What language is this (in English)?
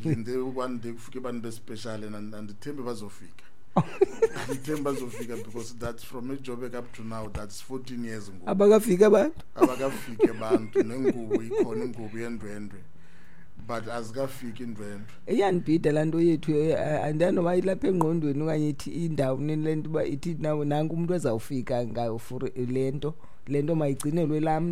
Xhosa